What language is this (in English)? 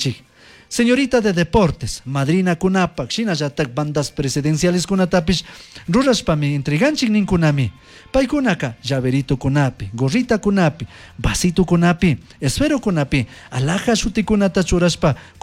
Chimborazo Highland Quichua